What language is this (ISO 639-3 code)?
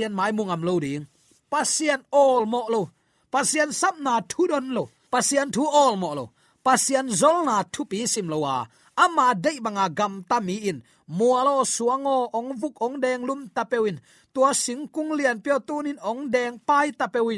ctd